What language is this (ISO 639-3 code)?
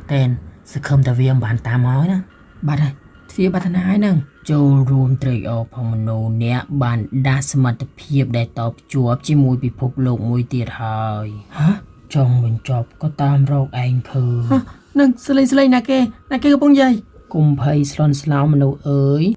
khm